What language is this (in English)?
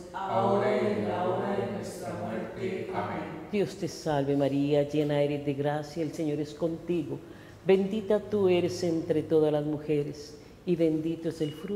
Spanish